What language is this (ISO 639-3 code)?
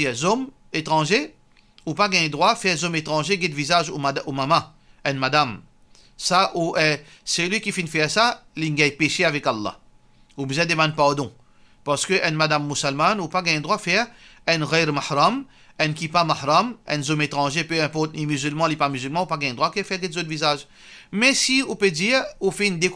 mfe